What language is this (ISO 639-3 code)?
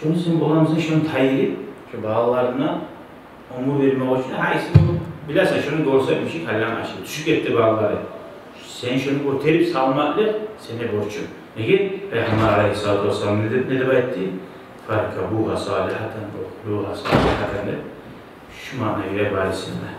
kum